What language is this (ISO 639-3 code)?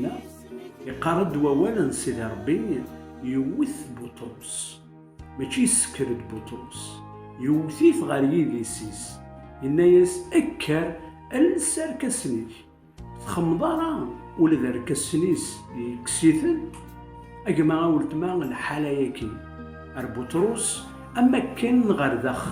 kab